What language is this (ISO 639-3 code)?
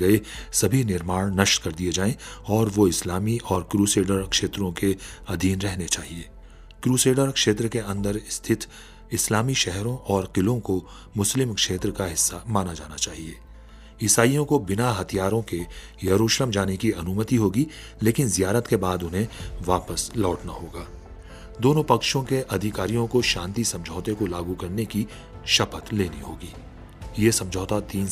hin